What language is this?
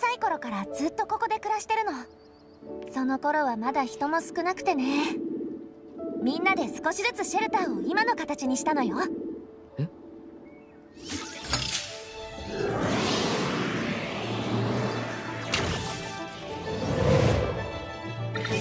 Japanese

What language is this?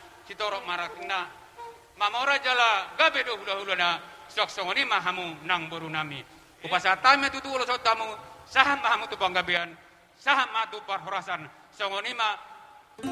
Batak Toba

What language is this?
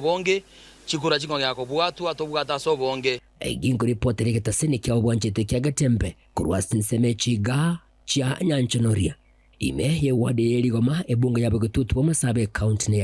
Gusii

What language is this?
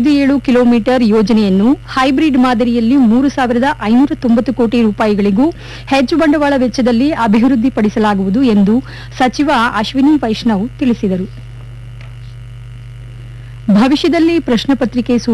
Kannada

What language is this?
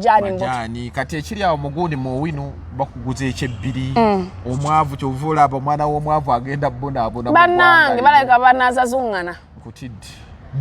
Ganda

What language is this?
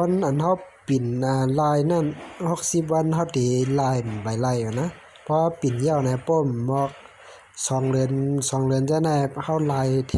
Shan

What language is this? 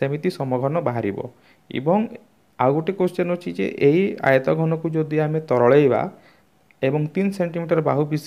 Odia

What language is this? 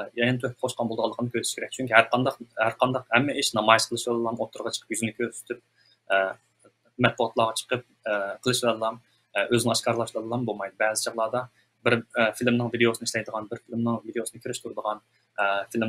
Uyghur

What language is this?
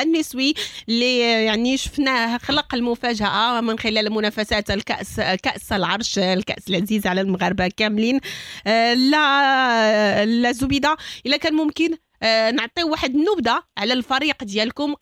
Moroccan Arabic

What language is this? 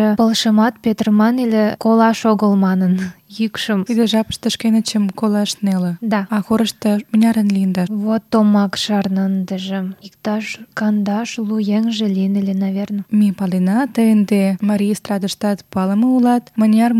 Mari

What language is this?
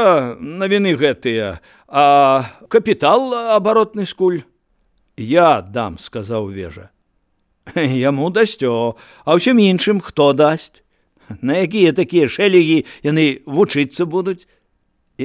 Belarusian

